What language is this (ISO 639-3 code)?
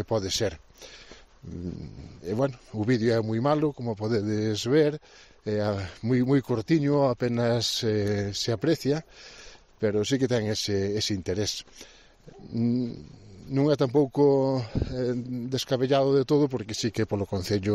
glg